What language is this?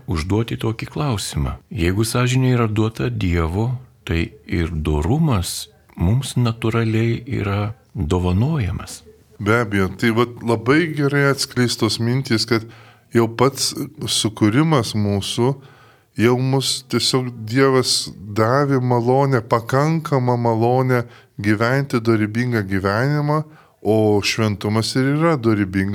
Lithuanian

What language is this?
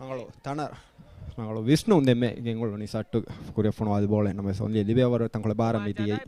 Divehi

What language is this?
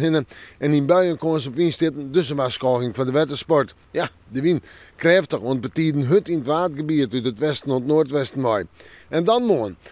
Western Frisian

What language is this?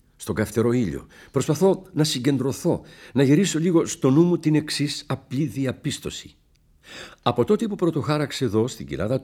Greek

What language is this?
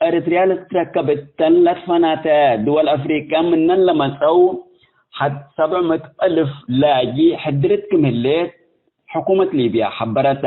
Tigre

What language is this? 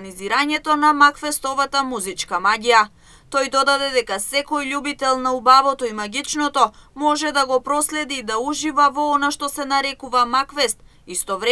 Macedonian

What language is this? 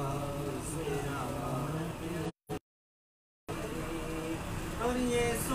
Malayalam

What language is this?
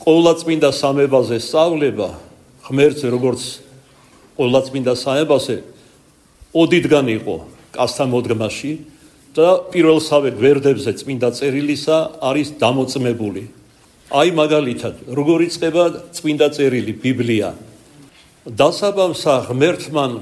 Georgian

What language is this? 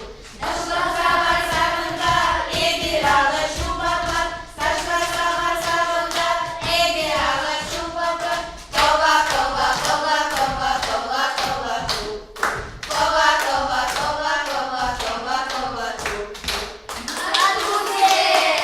Chuvash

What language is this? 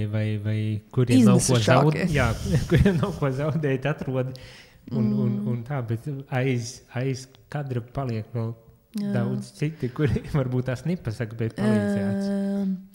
Latvian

